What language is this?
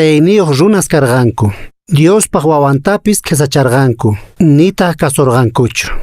Quechua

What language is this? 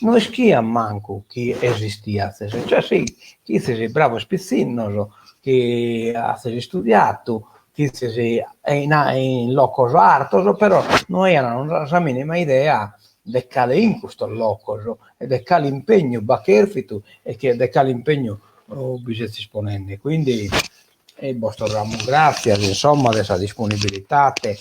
Sardinian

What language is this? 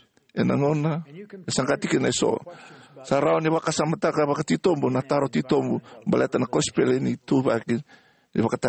Fijian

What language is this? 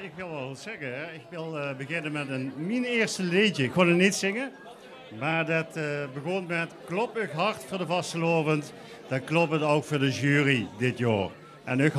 Limburgish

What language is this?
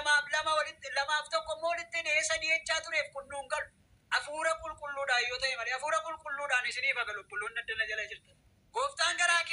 Oromo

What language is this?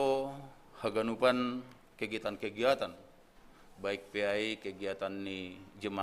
Batak Simalungun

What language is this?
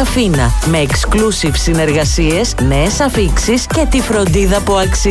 Greek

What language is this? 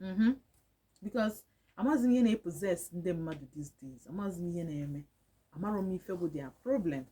Igbo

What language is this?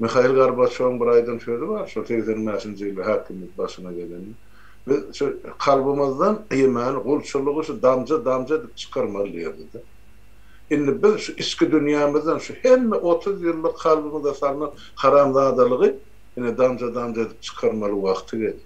Turkmen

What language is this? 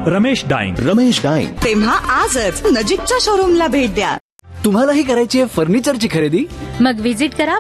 Marathi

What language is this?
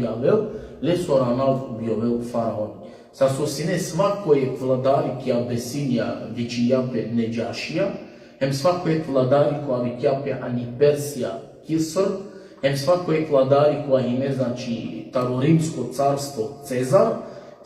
Balkan Romani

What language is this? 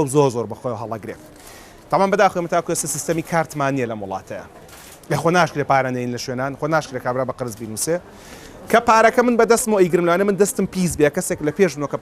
Central Kurdish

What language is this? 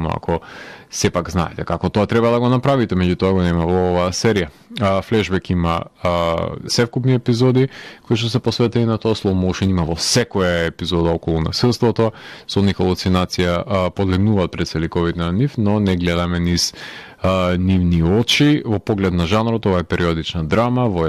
Macedonian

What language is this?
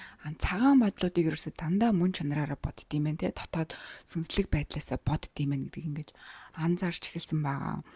Mongolian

